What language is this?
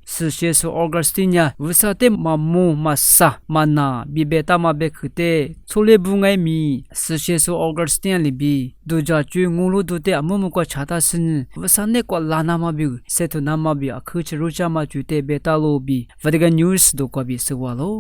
Lisu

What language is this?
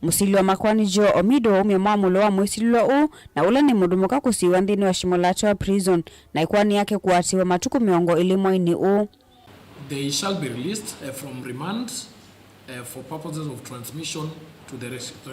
Kamba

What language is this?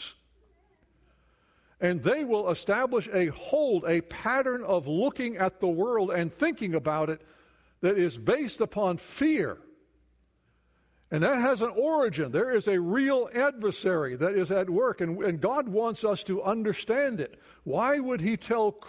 English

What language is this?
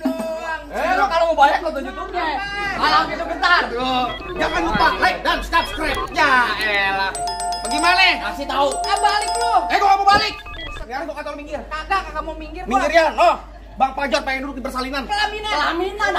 Betawi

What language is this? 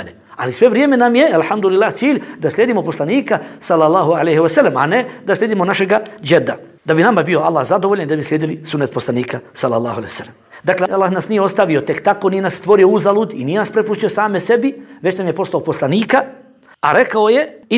Bosnian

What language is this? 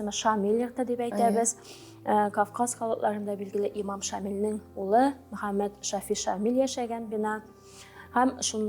Tatar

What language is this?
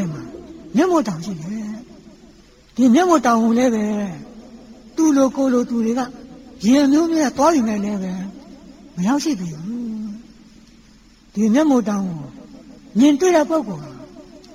Burmese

